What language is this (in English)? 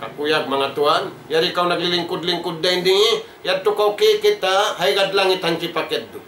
Tausug